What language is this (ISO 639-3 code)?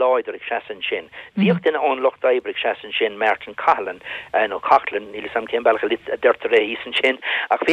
gle